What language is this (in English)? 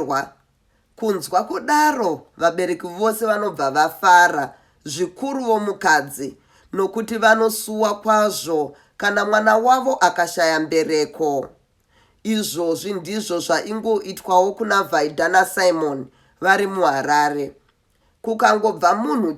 Shona